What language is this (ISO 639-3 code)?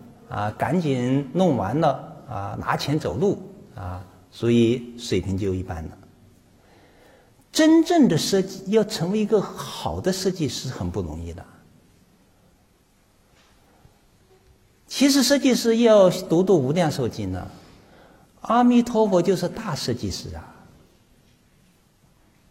zho